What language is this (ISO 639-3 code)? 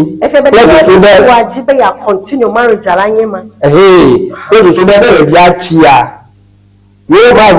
ewe